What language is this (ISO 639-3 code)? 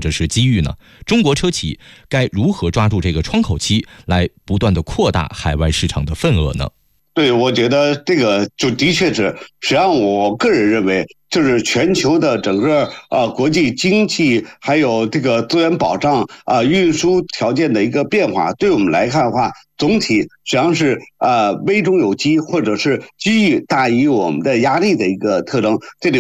zho